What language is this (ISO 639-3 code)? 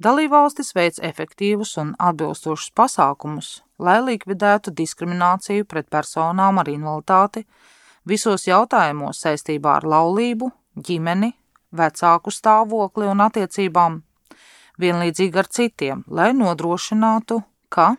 lav